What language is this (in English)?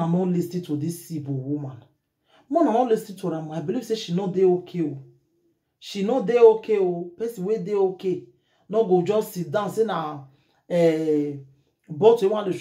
Nigerian Pidgin